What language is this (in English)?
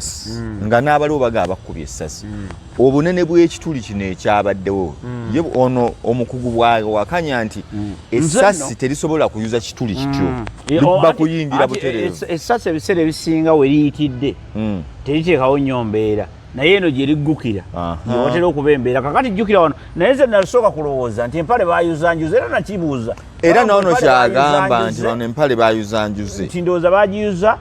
Ganda